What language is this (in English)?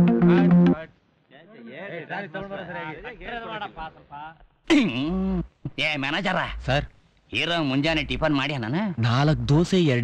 Kannada